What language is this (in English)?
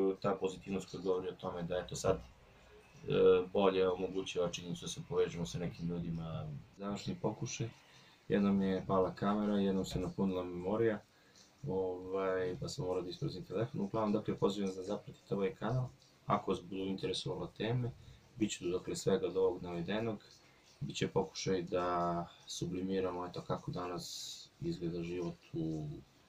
Serbian